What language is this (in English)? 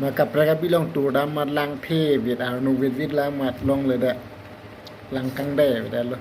Karbi